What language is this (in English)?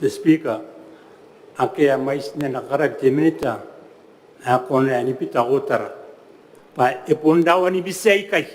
Gilbertese